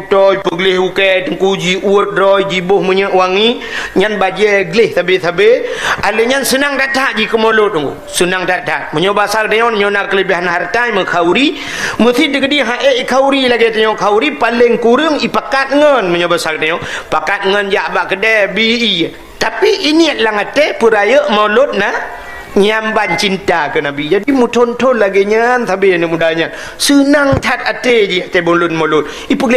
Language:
Achinese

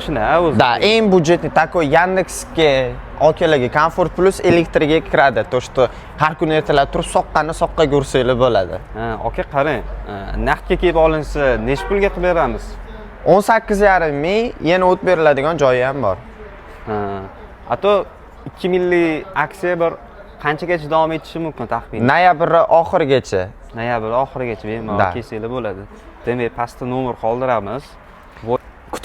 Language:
Uzbek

